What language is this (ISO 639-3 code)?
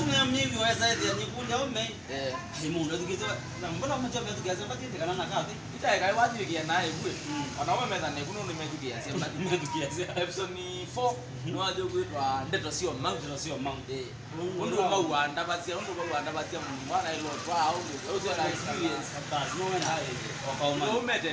kam